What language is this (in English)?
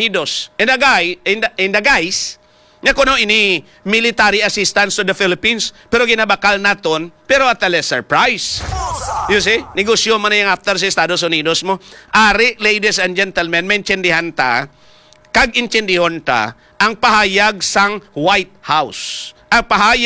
Hiligaynon